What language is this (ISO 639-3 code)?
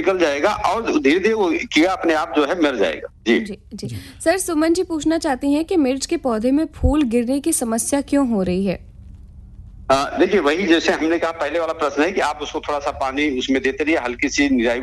hin